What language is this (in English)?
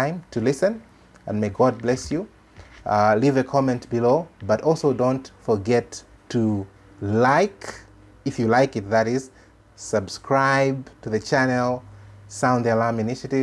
English